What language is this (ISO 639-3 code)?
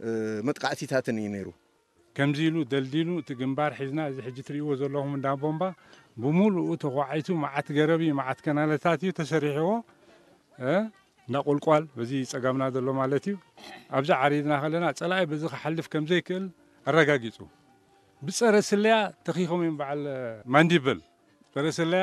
tir